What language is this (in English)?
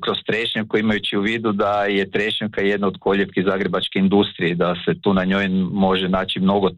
Croatian